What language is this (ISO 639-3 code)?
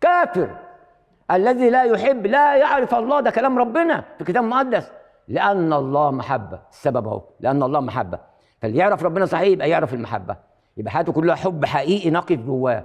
arz